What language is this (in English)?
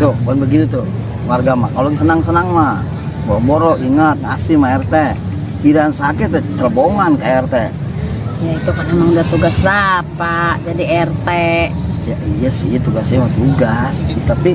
Betawi